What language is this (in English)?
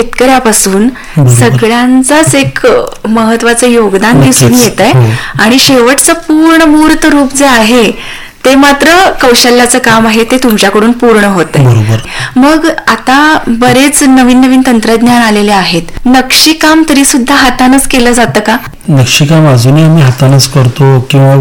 Marathi